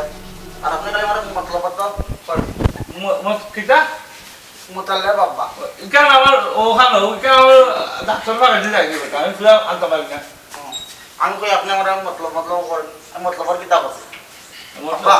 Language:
Sylheti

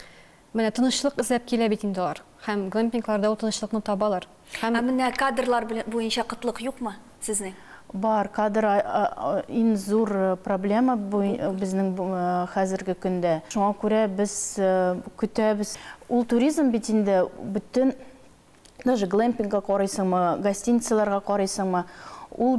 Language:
Tatar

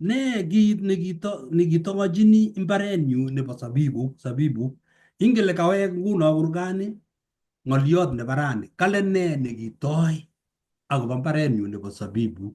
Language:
Kalenjin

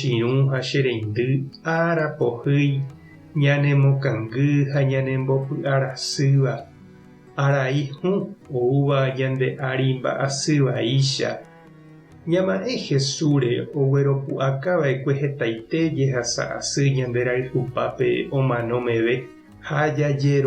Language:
Guarani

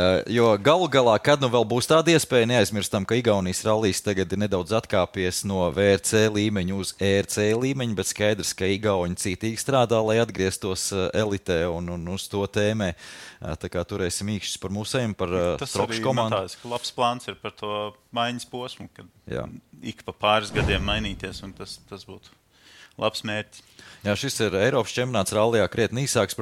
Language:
Latvian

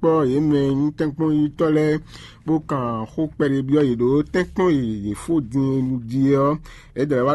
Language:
Fon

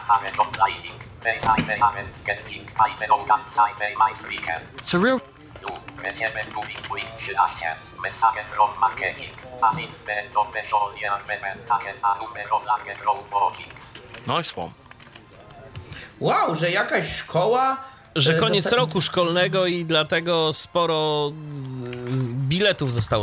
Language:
Polish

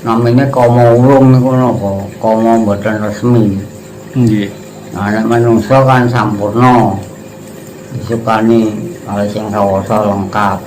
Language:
Javanese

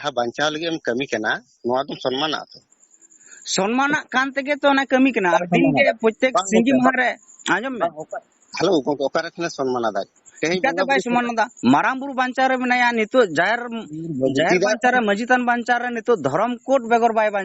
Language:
Santali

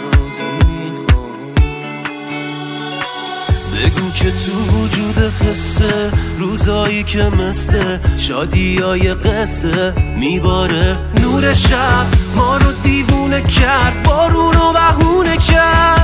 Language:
Persian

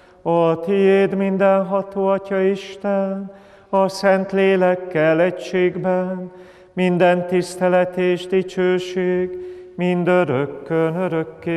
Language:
Hungarian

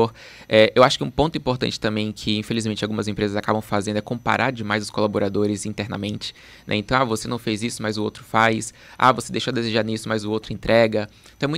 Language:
Portuguese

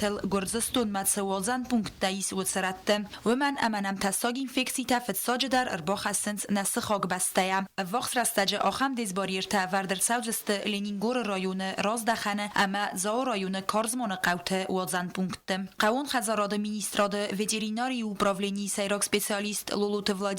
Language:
Ossetic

